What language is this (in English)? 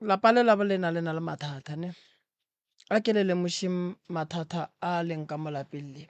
Northern Sotho